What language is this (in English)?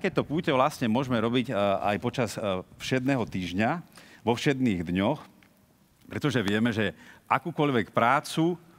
Slovak